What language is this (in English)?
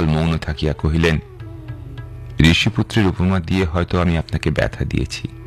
Bangla